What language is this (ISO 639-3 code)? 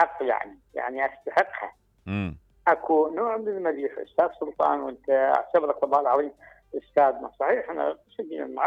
acm